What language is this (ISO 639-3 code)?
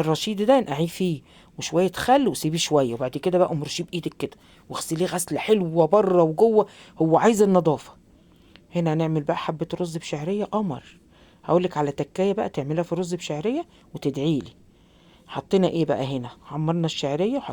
arz